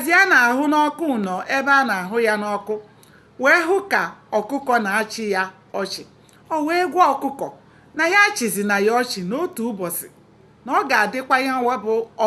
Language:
Igbo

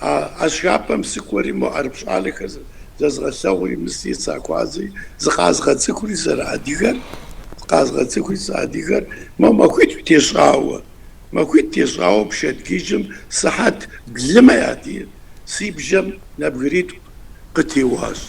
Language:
Kabardian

